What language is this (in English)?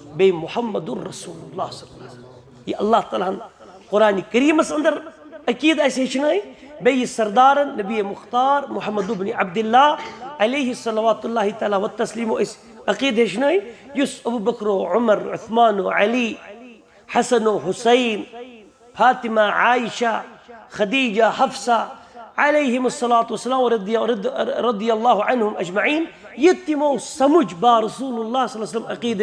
Kashmiri